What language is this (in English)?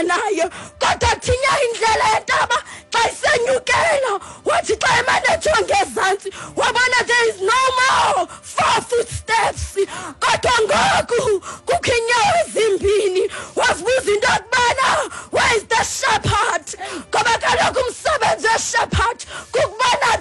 Xhosa